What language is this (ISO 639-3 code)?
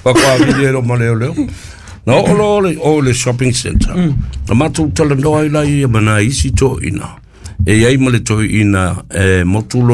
smo